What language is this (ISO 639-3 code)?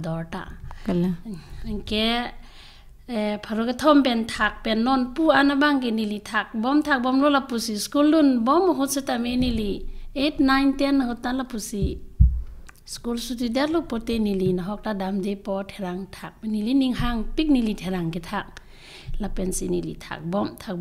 mjw